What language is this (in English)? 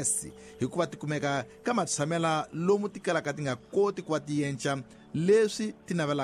Tsonga